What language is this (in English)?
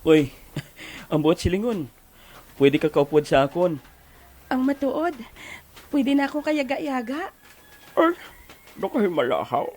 Hiligaynon